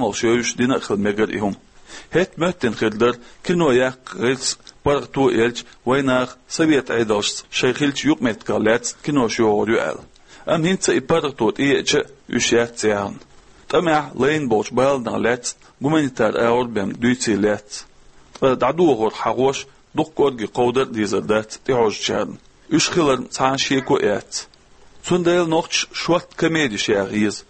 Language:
Chechen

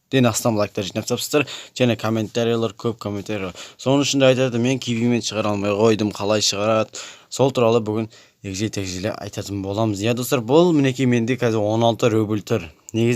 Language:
Kazakh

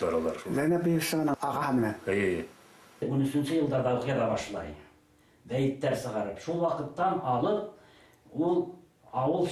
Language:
Bashkir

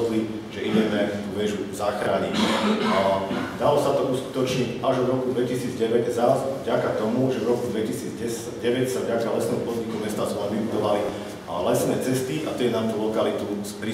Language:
Slovak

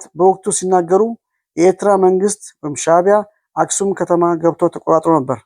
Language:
Amharic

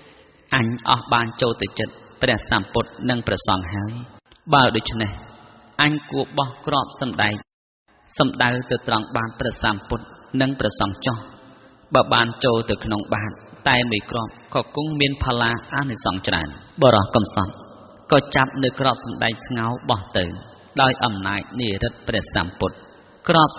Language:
Khmer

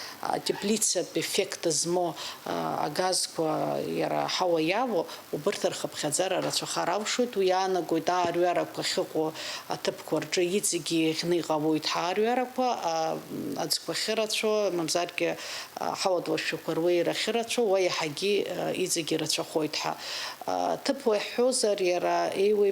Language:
Abkhazian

